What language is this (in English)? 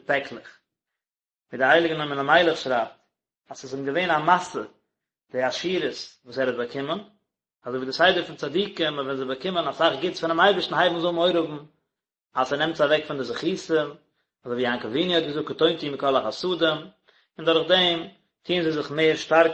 Yiddish